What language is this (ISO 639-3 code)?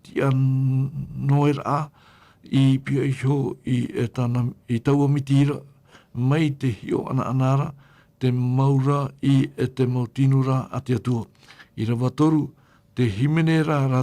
tah